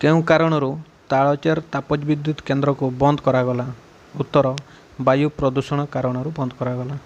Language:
Odia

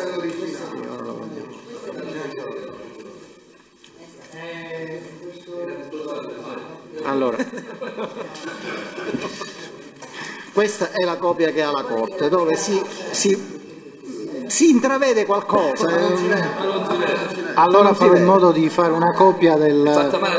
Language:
Italian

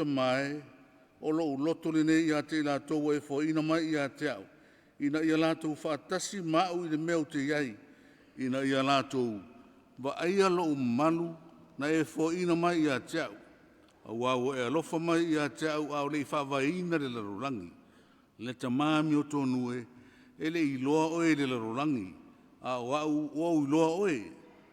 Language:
Samoan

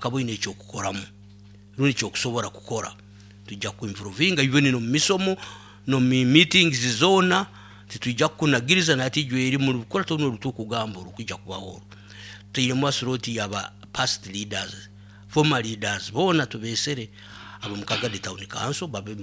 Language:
Nyoro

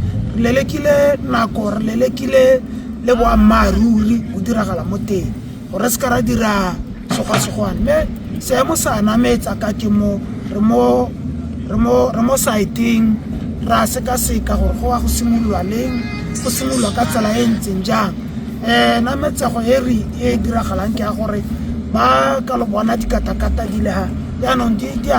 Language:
Tswana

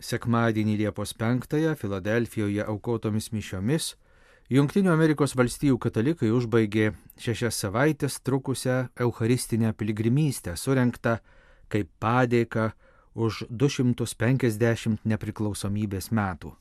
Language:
Lithuanian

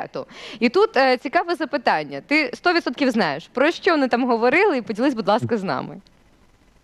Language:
Ukrainian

